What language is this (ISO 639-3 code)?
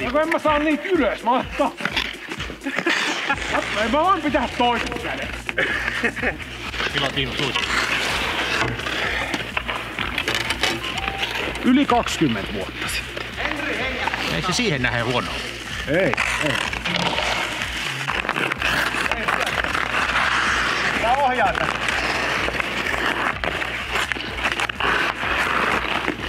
fin